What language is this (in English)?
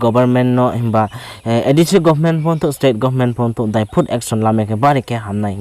Riang (India)